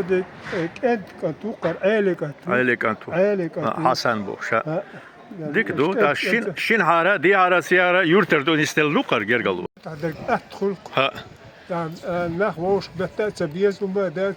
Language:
Chechen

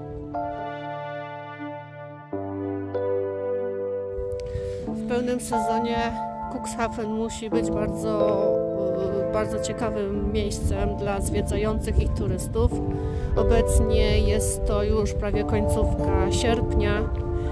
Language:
Polish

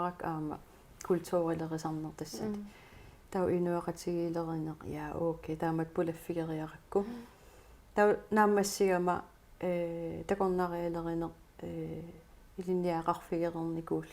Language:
Kalaallisut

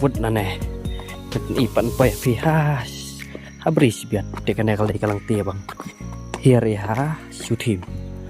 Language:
Khasi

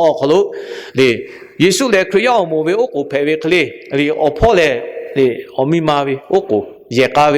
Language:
Lahu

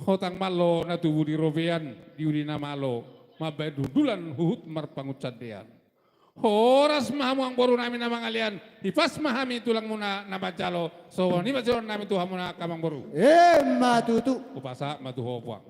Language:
Batak Toba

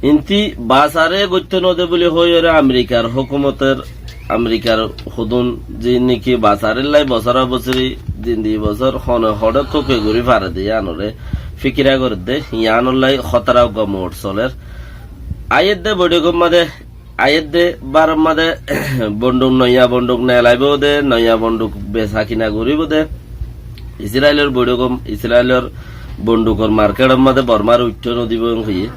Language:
Rohingya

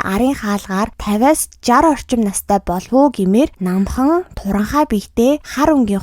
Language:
Mongolian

